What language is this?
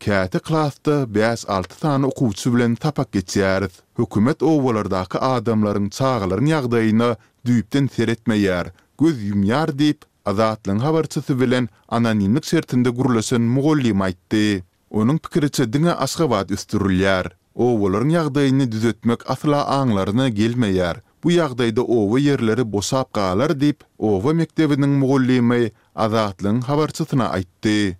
Turkmen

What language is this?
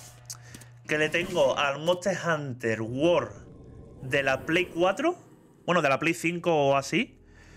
Spanish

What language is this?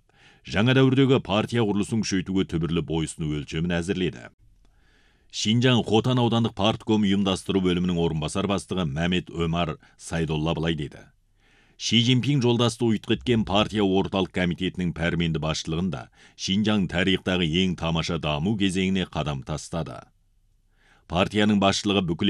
Kazakh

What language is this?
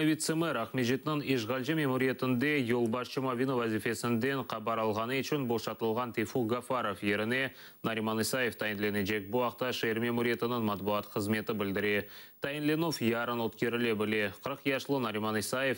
Crimean Tatar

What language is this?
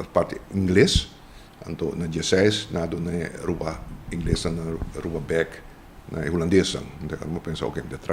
Papiamento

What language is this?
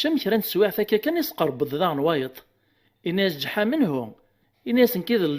Kabyle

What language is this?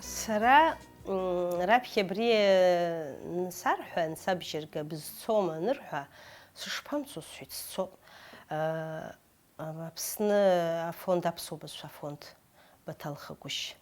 Abkhazian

